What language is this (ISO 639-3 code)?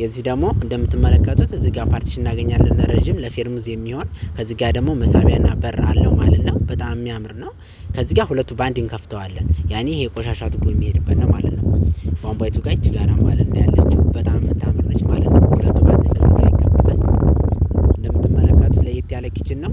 amh